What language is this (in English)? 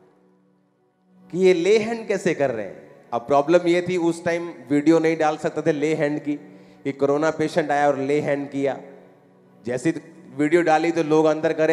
Hindi